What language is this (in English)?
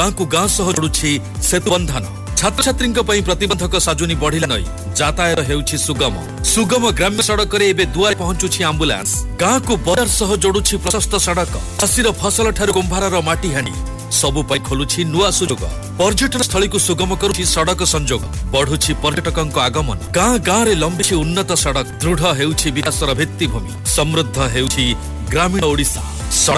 Odia